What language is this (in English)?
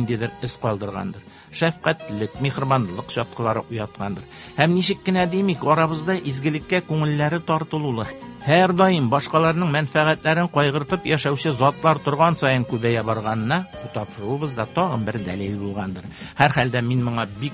Tatar